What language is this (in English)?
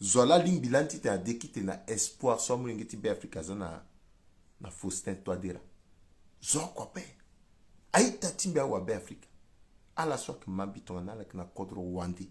Sango